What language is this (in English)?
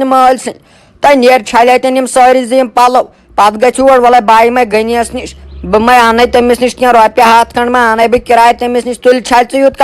Kashmiri